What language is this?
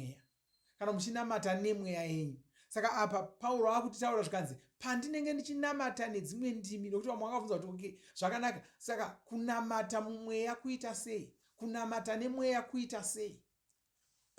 Shona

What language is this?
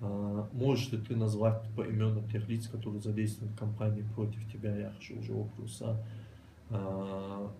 Ingush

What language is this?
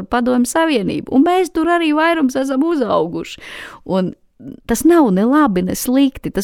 Latvian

